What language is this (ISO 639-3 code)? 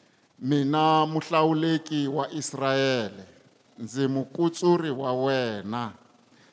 tso